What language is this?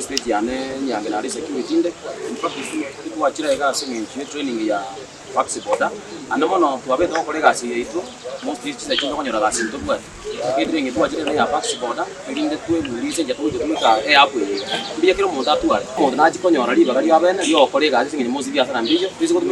Gusii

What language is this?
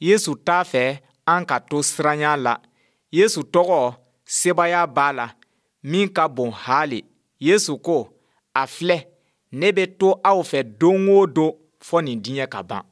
Bambara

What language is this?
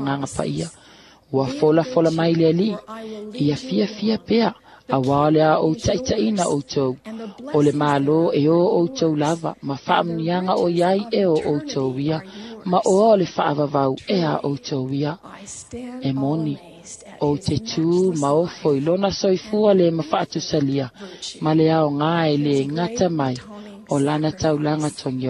Samoan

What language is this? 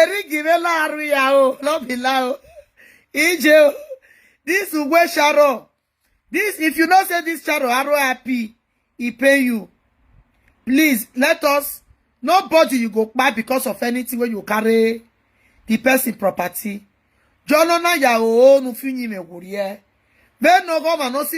Nigerian Pidgin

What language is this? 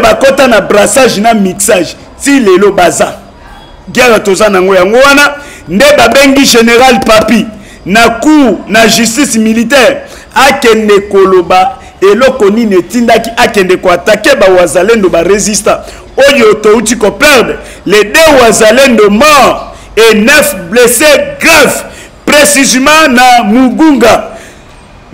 Lingala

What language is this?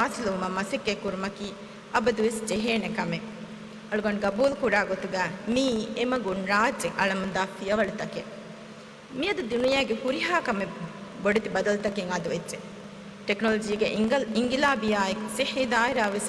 Divehi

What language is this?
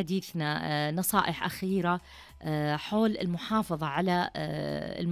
Najdi Arabic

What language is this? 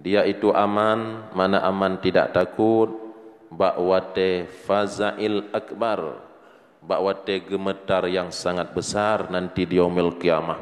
Achinese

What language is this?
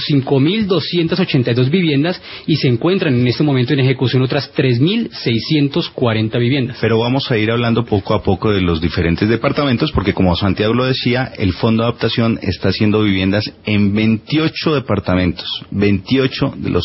Spanish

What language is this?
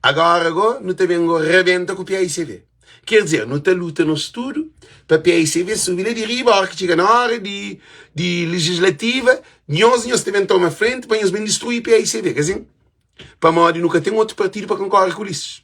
Kabuverdianu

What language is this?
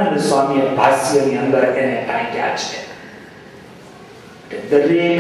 Gujarati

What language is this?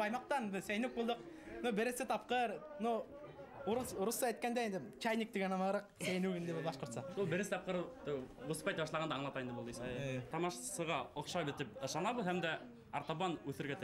Bashkir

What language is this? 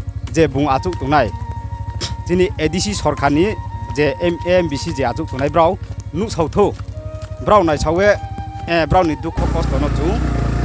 Riang (India)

